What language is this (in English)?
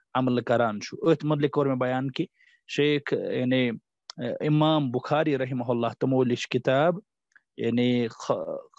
Kashmiri